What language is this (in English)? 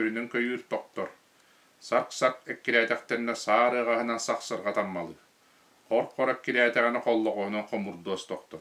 Yakut